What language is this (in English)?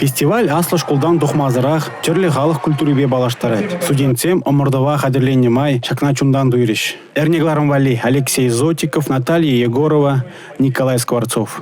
Chuvash